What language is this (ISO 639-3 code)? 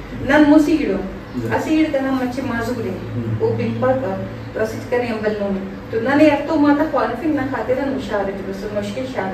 brh